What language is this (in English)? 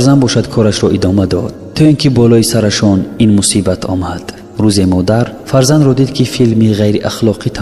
Tajik